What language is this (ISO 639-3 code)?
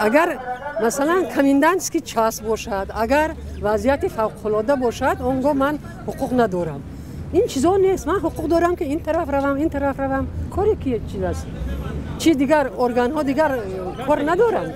tgk